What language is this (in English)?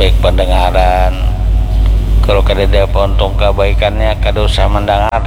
Banjar